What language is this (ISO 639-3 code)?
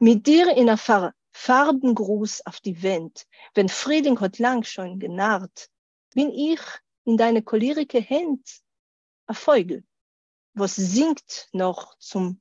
yid